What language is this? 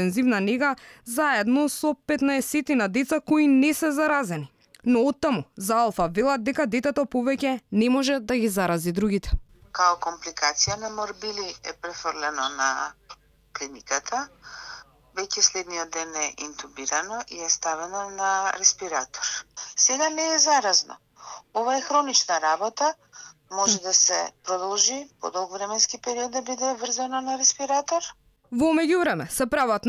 Macedonian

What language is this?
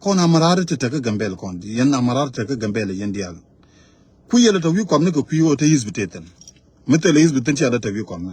Nuer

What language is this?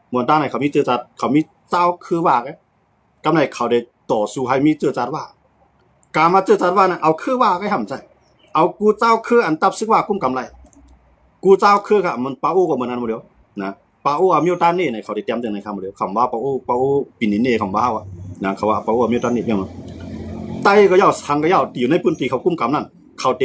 Shan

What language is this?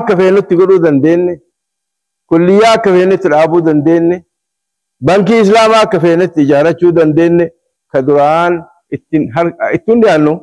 Oromo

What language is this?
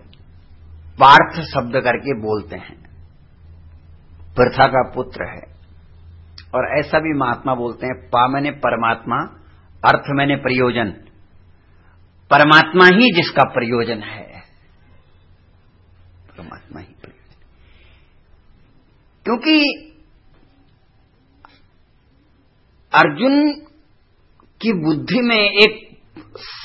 Hindi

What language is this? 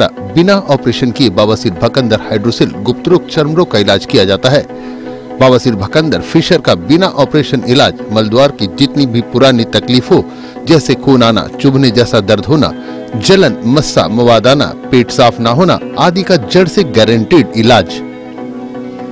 Hindi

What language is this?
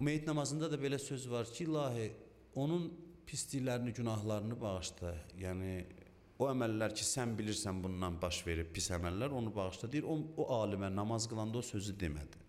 Azerbaijani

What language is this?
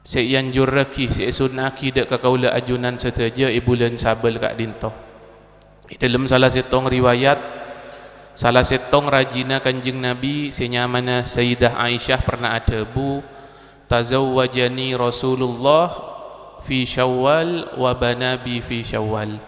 Madurese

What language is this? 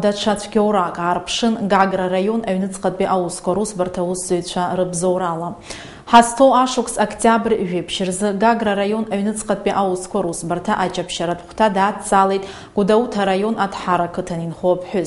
Abkhazian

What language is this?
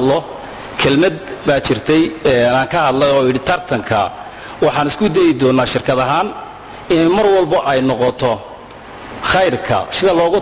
Somali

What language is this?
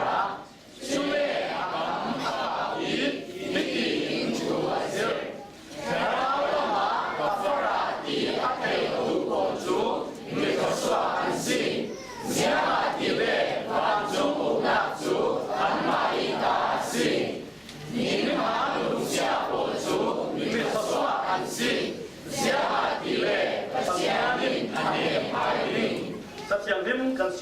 Falam Chin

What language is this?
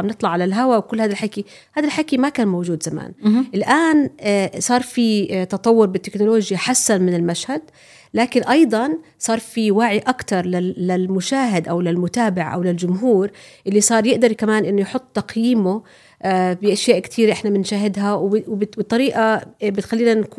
North Levantine Arabic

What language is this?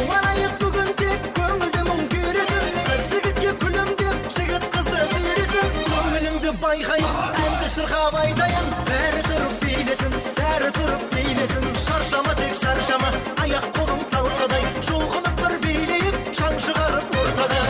Kara-Kalpak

